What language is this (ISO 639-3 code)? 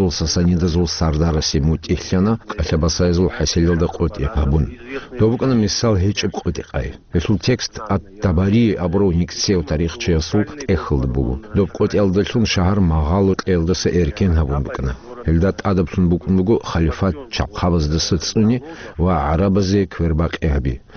ava